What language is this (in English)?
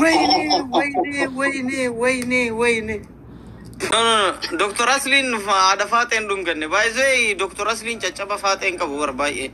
Oromo